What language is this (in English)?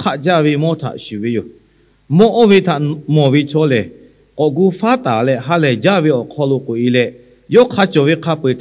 Lahu